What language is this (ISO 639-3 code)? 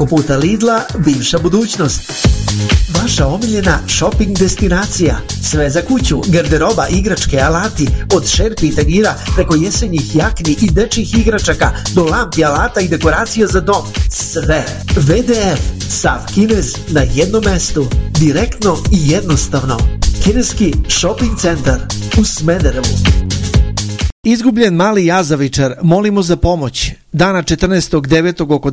srp